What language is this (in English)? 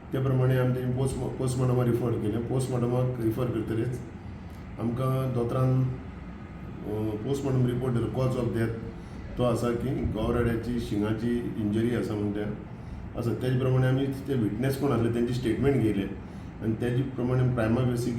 Konkani